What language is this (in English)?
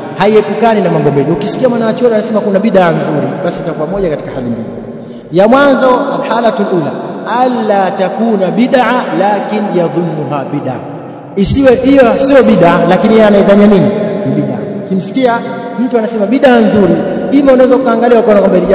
Swahili